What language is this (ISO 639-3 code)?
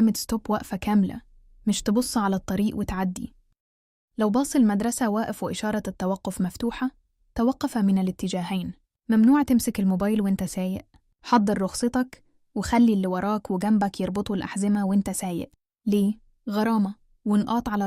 arz